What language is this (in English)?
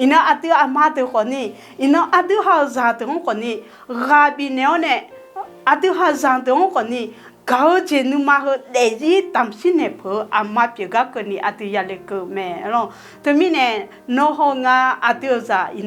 Akha